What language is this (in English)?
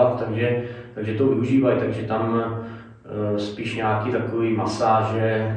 Czech